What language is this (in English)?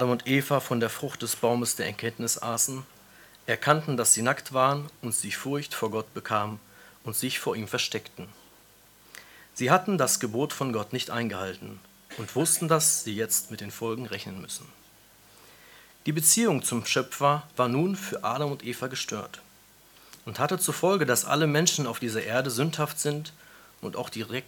German